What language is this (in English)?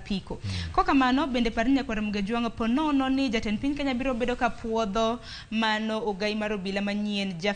Luo (Kenya and Tanzania)